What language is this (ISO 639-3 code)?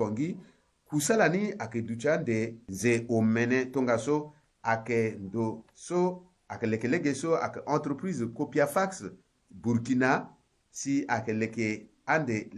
sag